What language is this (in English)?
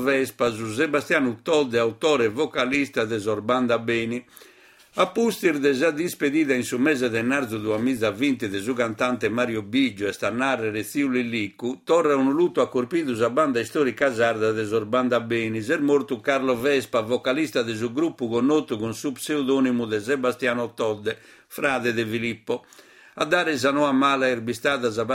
Sardinian